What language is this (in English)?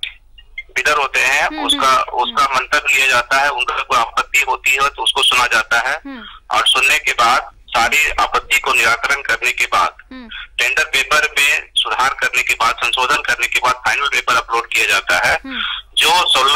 Hindi